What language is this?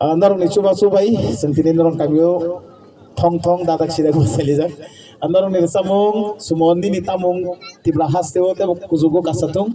Kok Borok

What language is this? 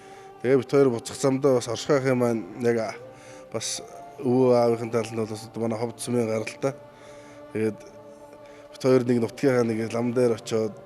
Mongolian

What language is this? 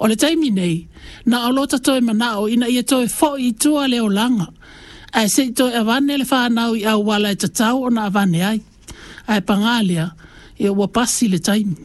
Samoan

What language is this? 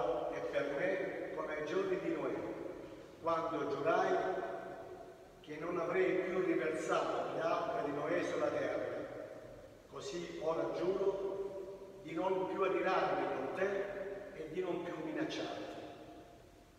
Italian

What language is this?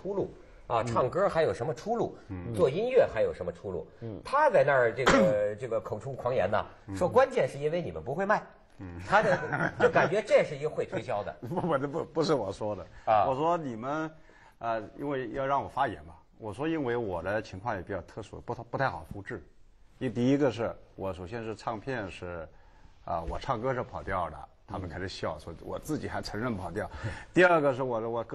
Chinese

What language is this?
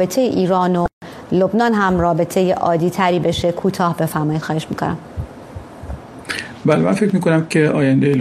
Persian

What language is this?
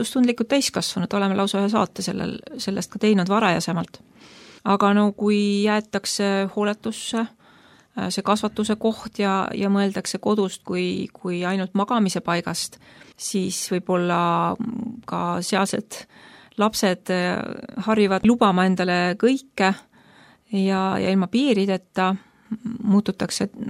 Estonian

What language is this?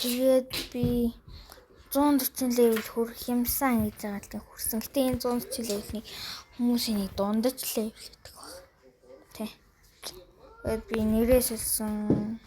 Mongolian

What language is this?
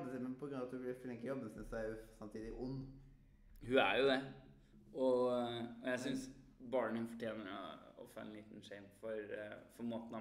Norwegian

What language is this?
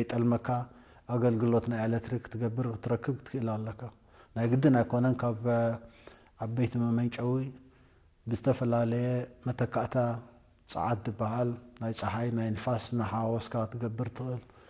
Tigrinya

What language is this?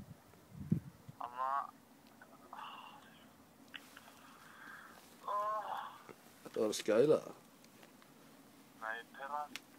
Icelandic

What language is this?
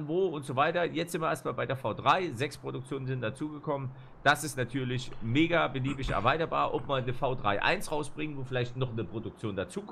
German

